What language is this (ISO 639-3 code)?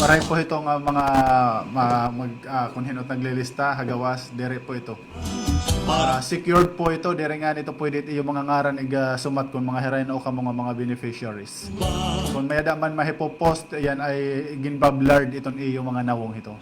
war